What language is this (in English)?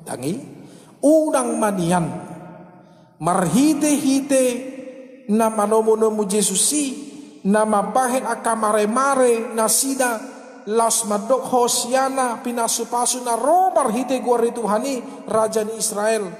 Batak Toba